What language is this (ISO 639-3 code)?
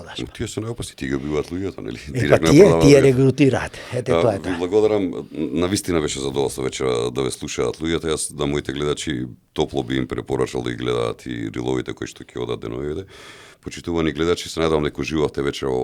mkd